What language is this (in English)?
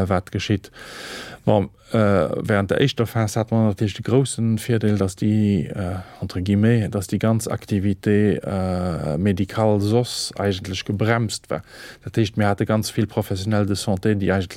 Luxembourgish